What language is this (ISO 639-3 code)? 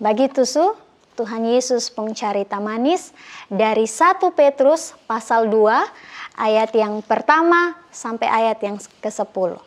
mkn